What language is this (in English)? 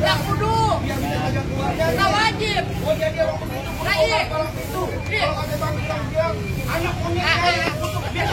Betawi